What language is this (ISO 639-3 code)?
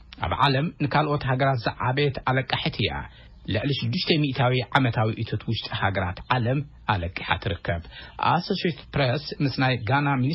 tir